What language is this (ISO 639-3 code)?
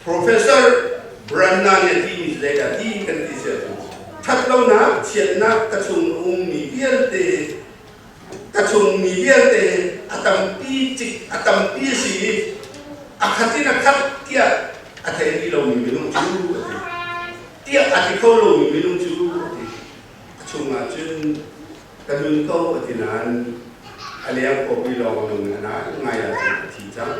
cnh